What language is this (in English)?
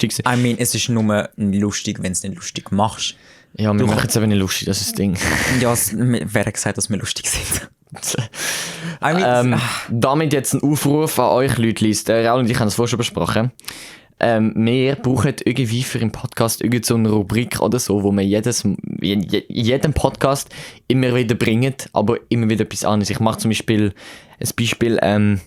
Swiss German